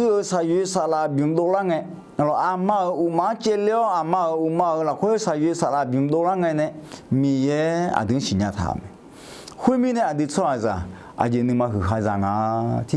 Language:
Akha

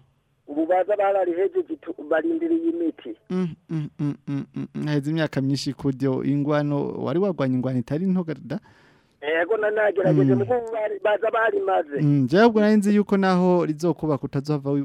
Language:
Rundi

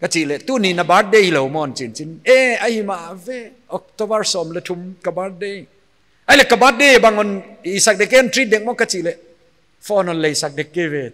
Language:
Paite Chin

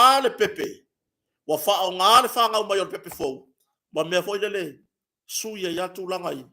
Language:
Samoan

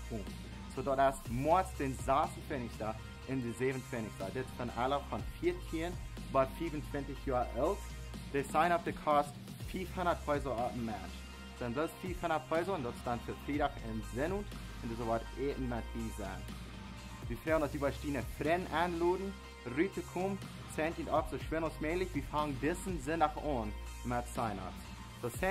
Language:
Plautdietsch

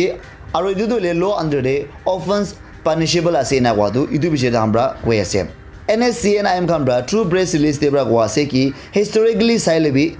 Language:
Naga Pidgin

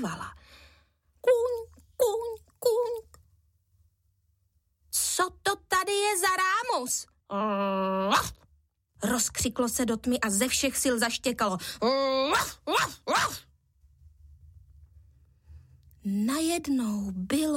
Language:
Czech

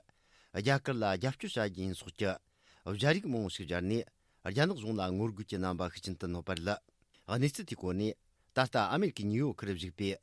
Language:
Tibetan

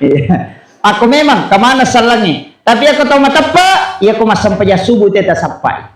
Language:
Buginese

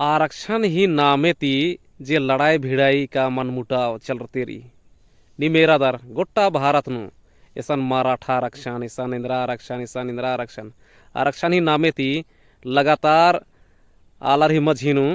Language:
Kurukh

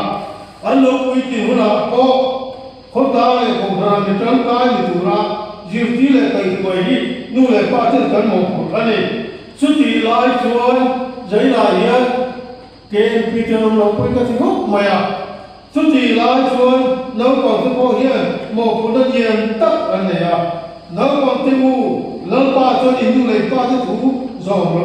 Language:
Mizo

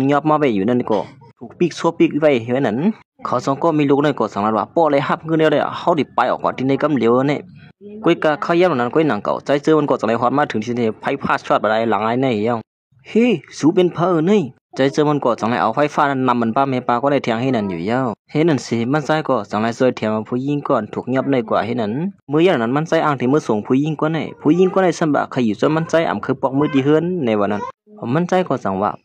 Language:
Shan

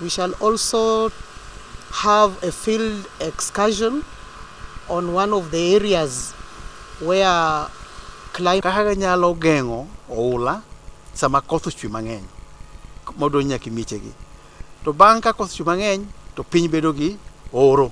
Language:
Luo (Kenya and Tanzania)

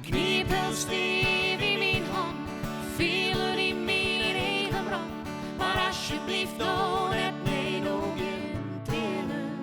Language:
Western Frisian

